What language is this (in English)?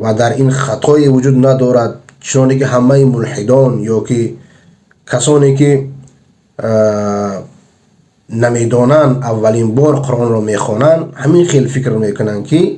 Persian